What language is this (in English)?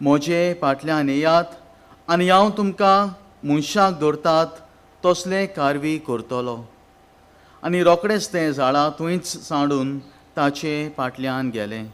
Konkani